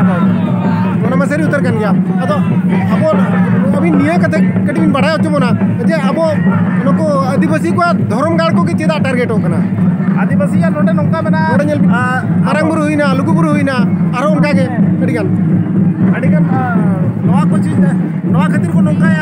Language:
Santali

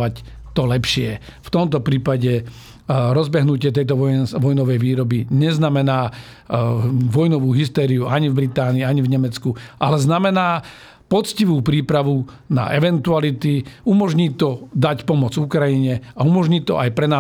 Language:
Slovak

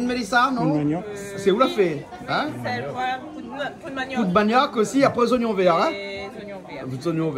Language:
Réunion Creole French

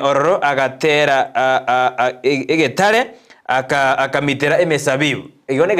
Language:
Gusii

